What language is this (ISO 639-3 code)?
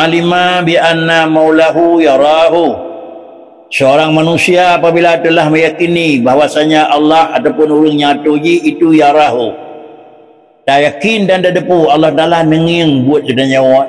ace